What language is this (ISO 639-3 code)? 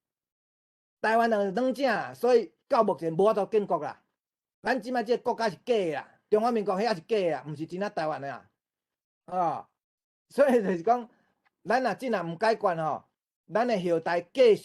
nan